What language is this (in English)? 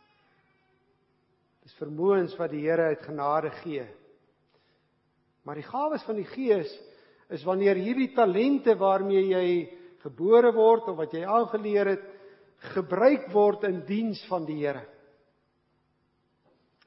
Afrikaans